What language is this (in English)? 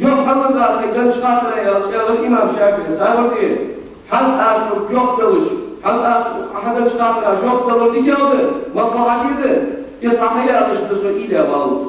Ingush